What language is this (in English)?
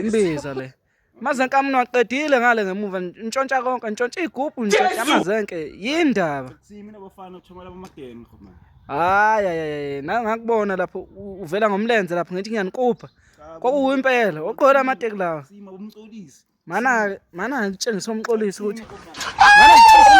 Zulu